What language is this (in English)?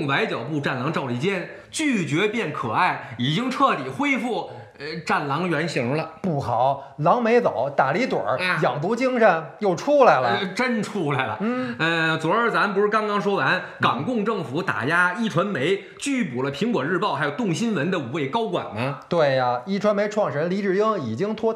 Chinese